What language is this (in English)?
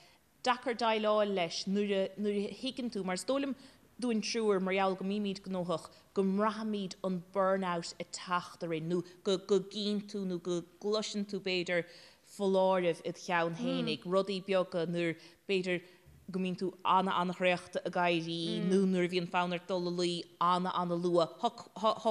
Irish